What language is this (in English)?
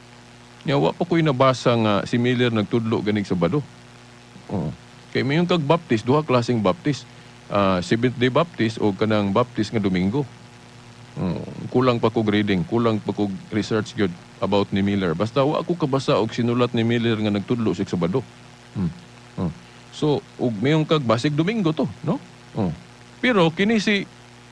Cebuano